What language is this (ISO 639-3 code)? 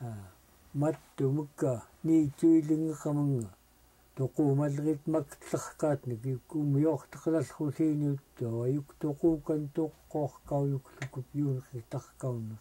esu